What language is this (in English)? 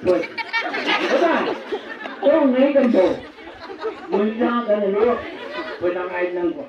Chang Naga